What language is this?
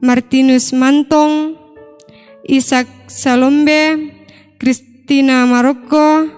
Toraja-Sa'dan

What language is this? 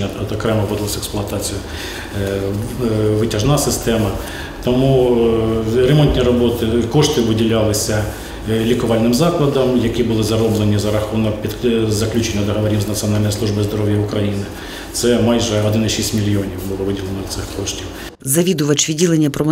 Ukrainian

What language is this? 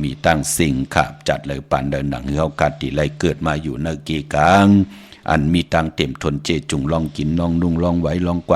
Shan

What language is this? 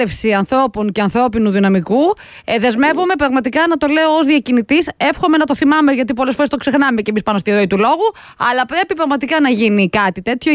Greek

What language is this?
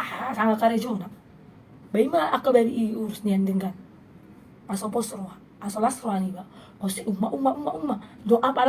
Batak Toba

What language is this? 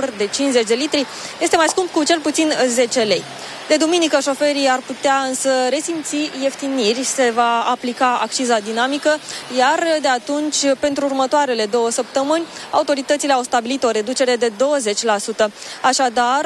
Romanian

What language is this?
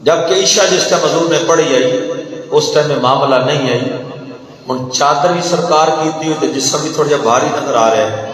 Saraiki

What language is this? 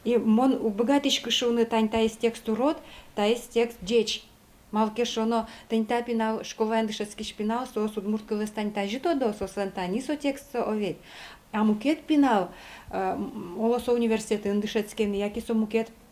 Udmurt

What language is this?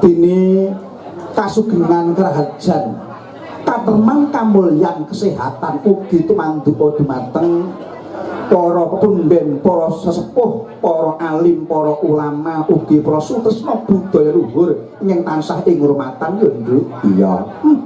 Javanese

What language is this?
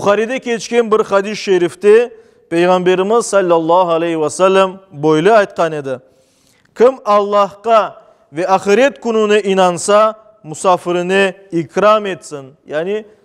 Crimean Tatar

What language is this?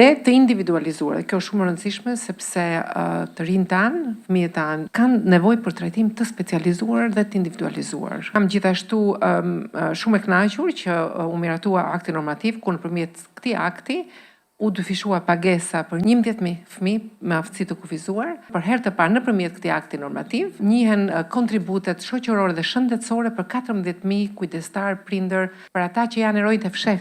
Albanian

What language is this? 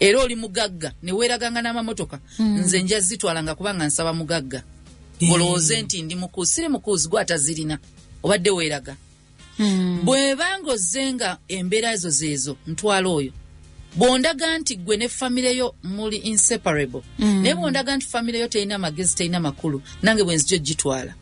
Ganda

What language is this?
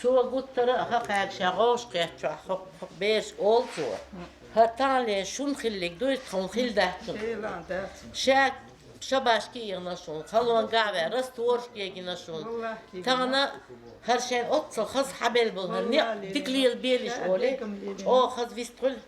Chechen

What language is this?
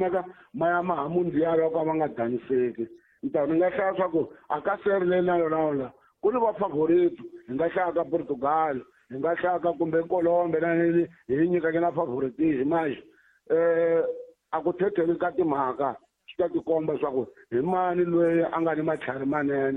Tsonga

